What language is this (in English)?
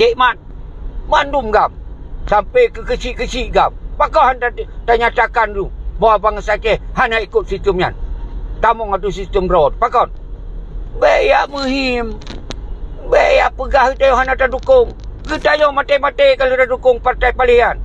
Achinese